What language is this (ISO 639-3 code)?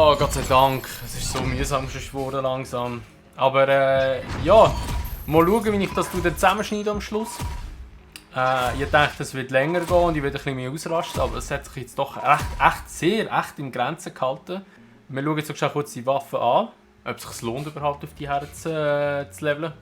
gsw